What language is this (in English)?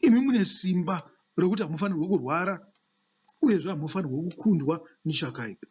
Shona